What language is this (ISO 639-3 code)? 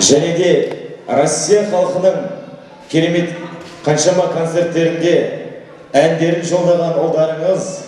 kaa